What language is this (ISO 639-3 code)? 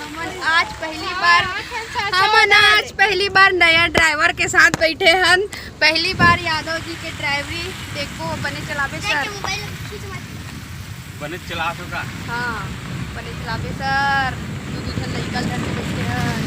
hne